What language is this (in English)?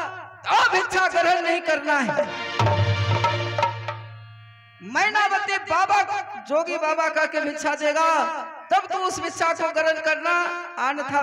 Hindi